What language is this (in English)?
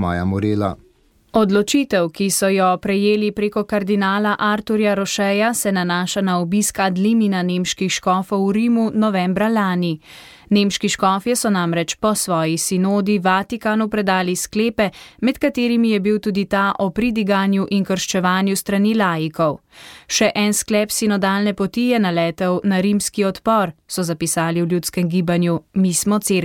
Slovenian